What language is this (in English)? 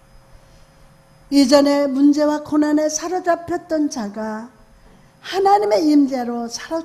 Korean